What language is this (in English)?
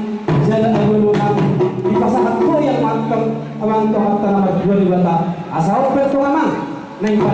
Batak Toba